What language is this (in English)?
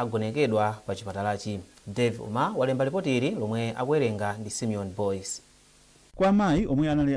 Nyanja